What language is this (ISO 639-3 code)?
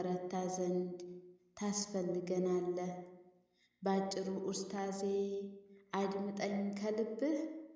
amh